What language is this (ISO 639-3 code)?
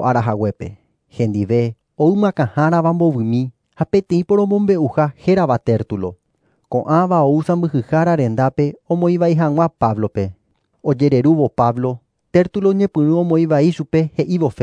grn